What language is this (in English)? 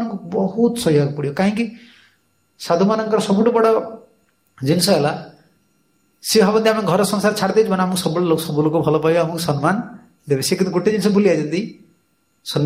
Odia